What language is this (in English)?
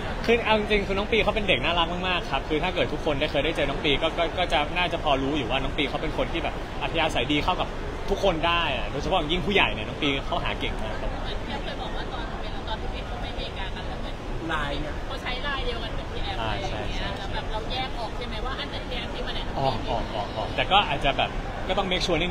Thai